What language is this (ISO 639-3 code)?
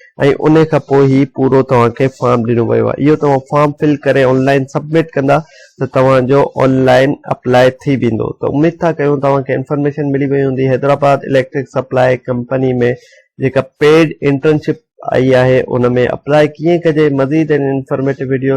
snd